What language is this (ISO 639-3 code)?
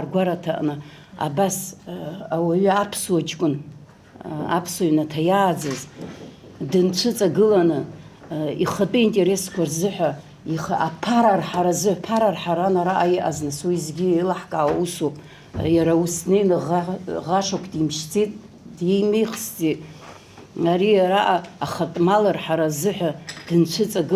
abk